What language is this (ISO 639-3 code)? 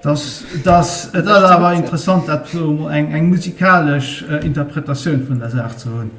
ltz